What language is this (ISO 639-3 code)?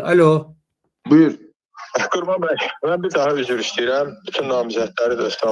aze